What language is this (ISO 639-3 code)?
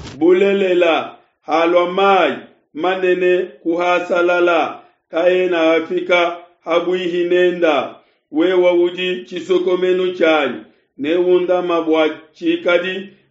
lua